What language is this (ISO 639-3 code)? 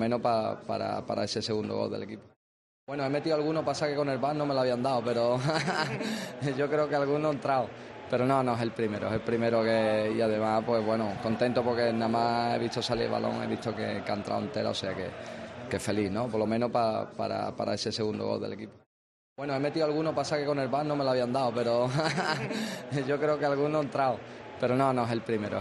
spa